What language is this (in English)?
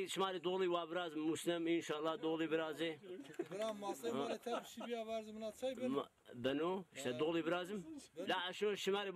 Zaza